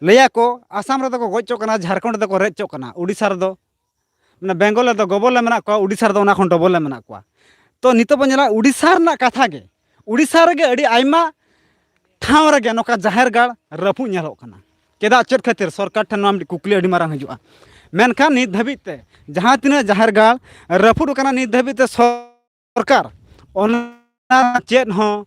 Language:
Santali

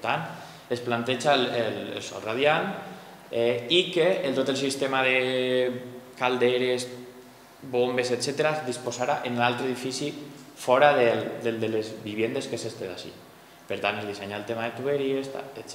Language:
Catalan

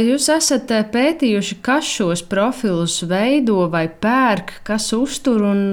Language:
Latvian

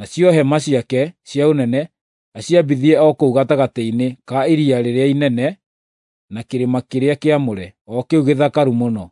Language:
Kikuyu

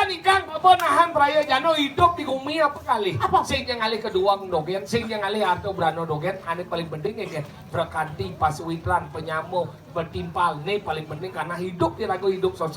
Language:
Balinese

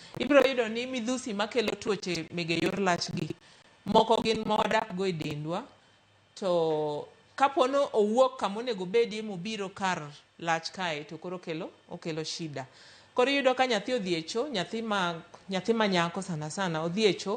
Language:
Luo (Kenya and Tanzania)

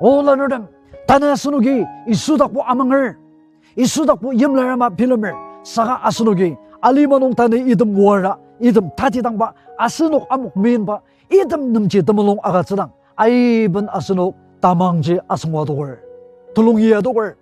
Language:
Ao Naga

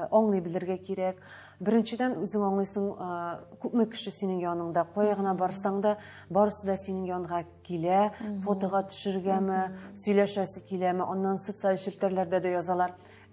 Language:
Tatar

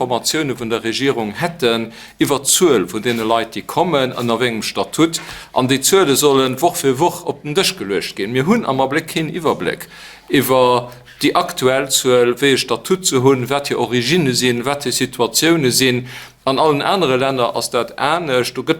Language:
Luxembourgish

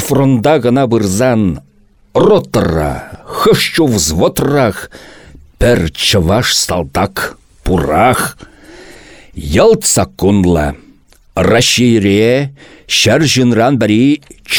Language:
Chuvash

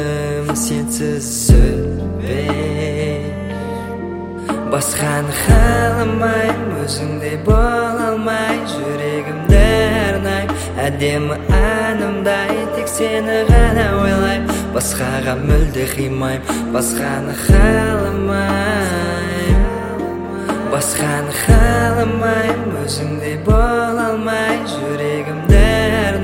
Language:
Kazakh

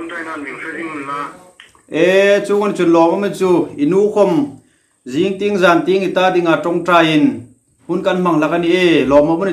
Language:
Hmar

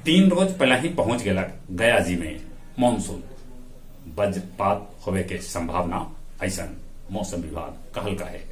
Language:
Magahi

